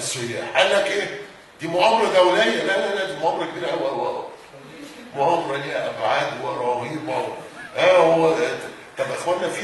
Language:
Egyptian Arabic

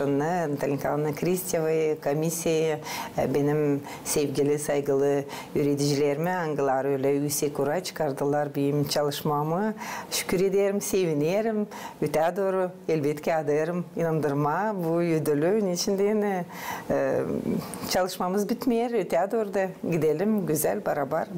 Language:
Gagauz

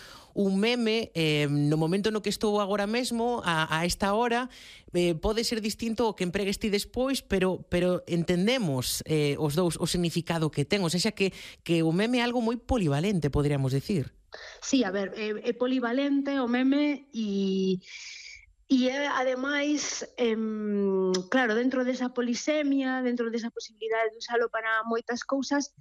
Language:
Galician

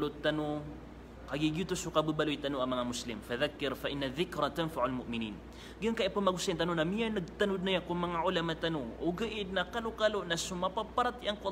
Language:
Maranao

